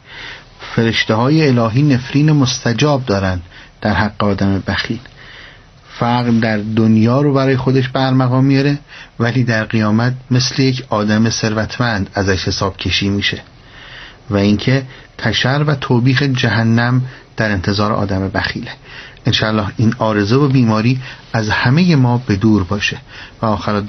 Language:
Persian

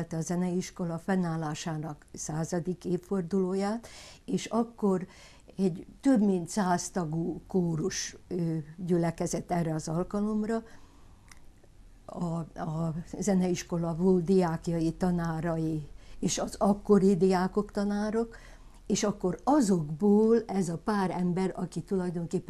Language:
Hungarian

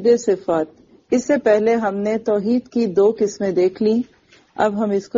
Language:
Urdu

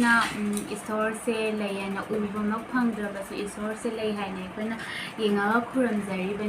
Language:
Manipuri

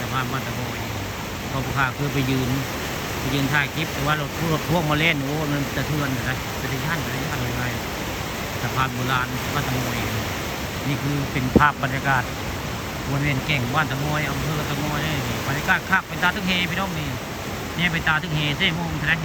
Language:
Northeastern Thai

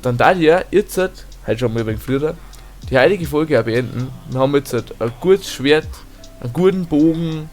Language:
Bavarian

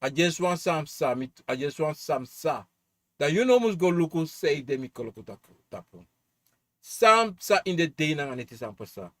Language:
Sranan Tongo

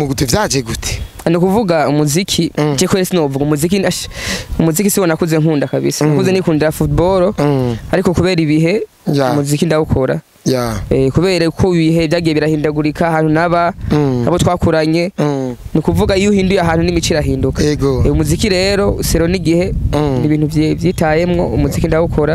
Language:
Rundi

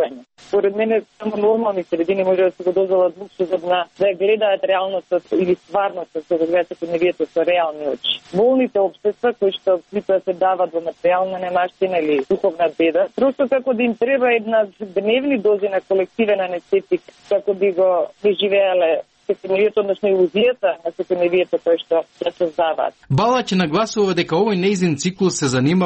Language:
Macedonian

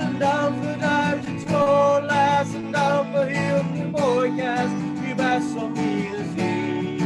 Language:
Plautdietsch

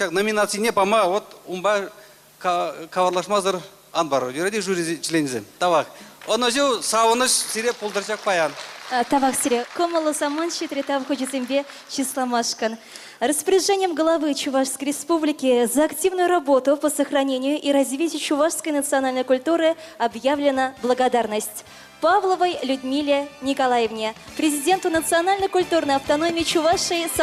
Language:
Chuvash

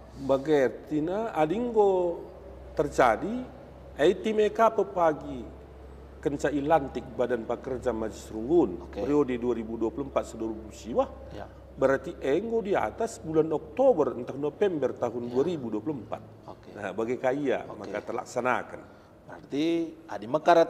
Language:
Batak Karo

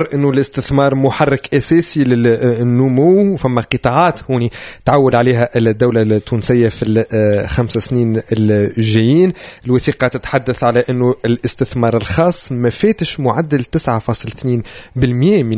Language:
Tunisian Arabic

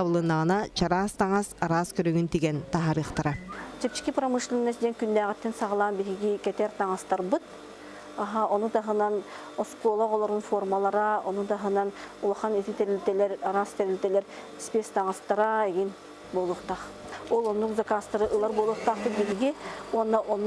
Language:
Yakut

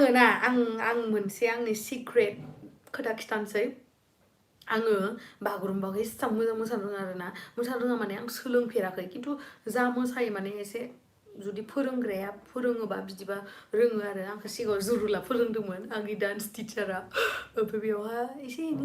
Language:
Bodo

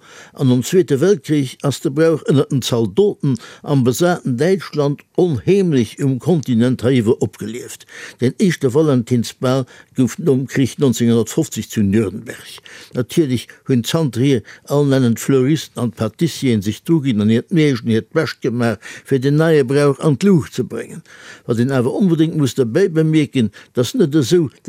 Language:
Luxembourgish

